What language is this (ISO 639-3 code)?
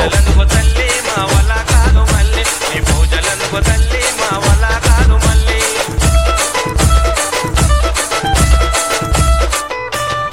tel